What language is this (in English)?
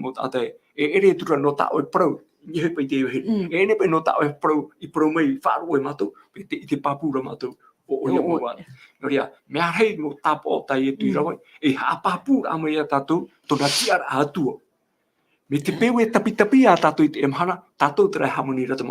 Tahitian